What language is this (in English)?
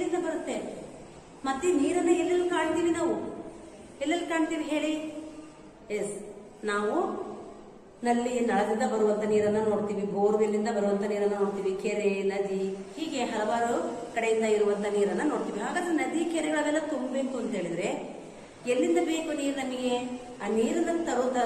Kannada